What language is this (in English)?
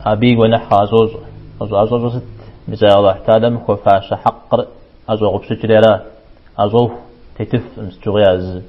Kabardian